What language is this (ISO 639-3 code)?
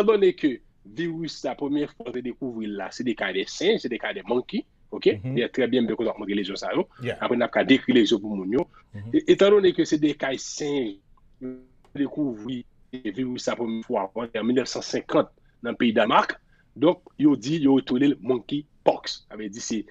hat